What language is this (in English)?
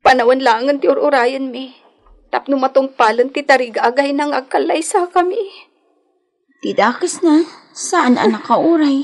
Iloko